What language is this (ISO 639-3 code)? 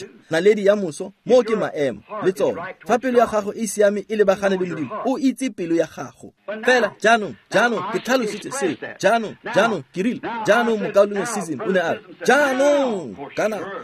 tsn